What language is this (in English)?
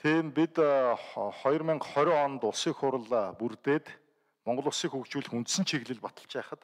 Mongolian